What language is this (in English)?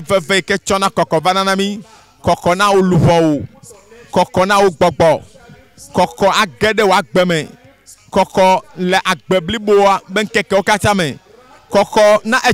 Ewe